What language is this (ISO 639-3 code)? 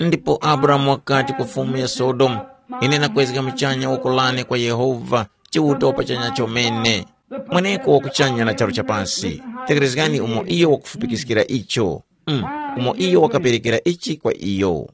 tum